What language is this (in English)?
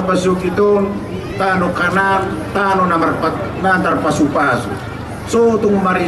Batak Toba